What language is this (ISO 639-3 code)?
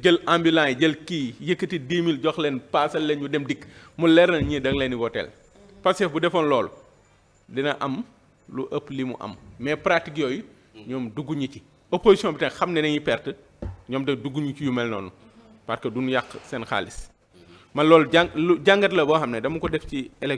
wol